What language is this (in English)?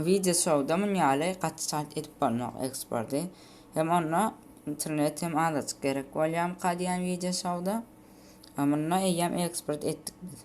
Turkmen